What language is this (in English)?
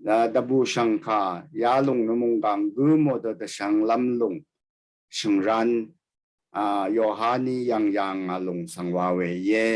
Rawang